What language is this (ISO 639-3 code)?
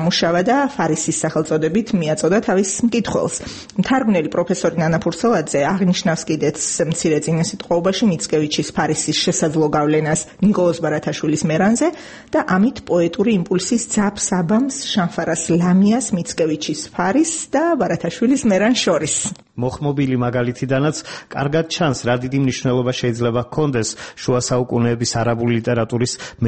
kat